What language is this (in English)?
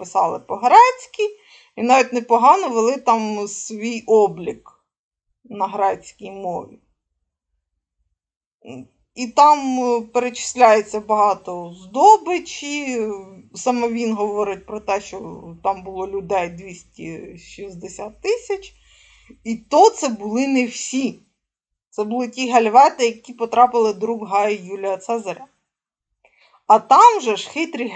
Ukrainian